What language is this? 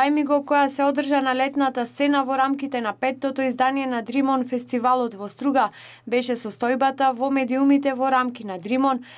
Macedonian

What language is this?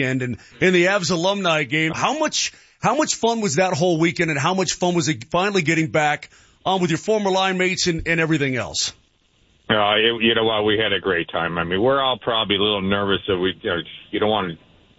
English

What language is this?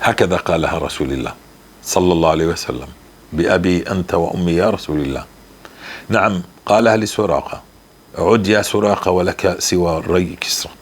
North Levantine Arabic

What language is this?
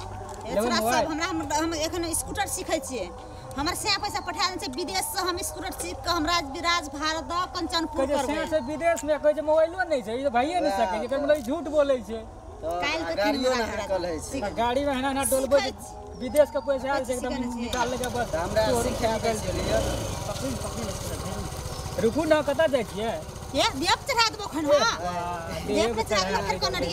Maithili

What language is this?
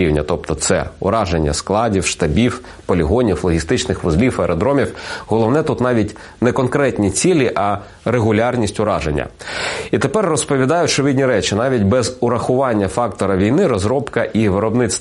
Ukrainian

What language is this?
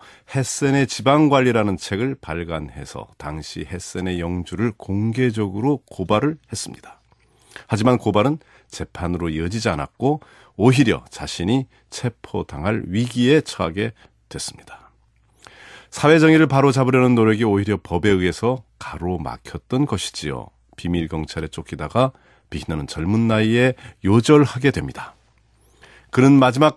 Korean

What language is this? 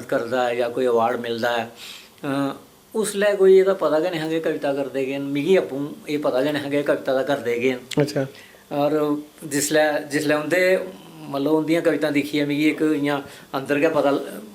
Dogri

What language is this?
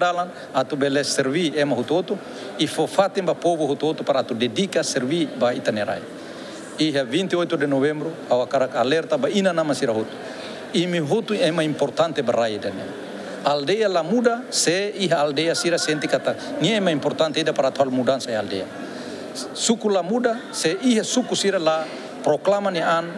Tetum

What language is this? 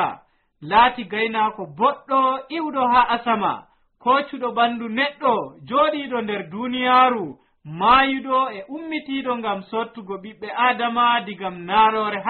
Nigerian Fulfulde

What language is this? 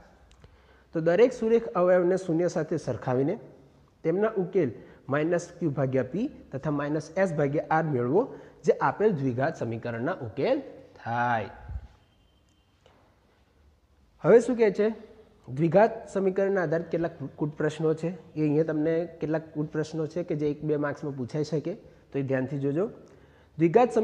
Gujarati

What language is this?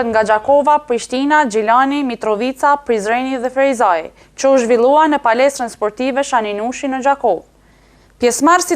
Albanian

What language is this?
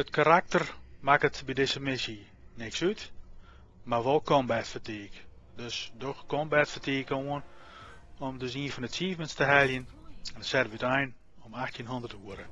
Western Frisian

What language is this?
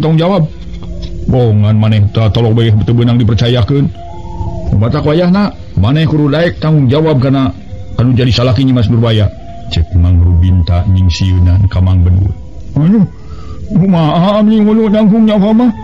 Sundanese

